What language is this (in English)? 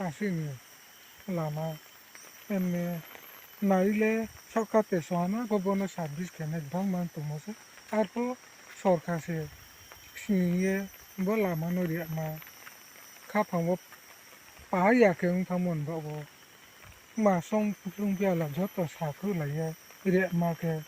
Riang (India)